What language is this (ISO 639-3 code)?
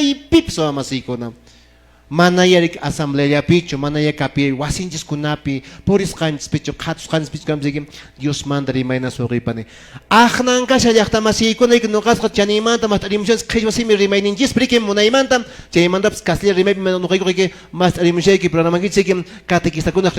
que